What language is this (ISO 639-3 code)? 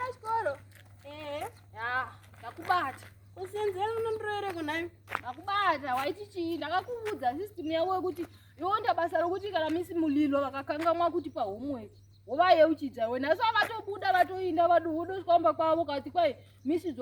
sna